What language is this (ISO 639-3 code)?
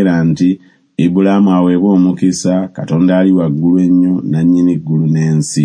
lug